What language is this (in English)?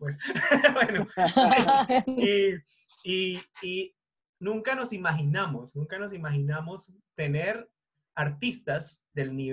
Spanish